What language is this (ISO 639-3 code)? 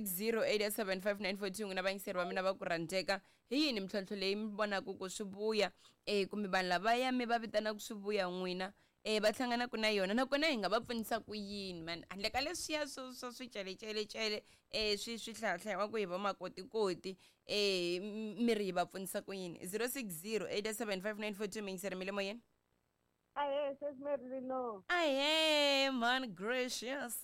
tso